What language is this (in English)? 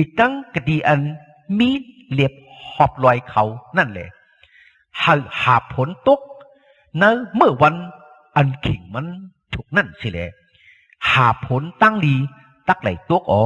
Shan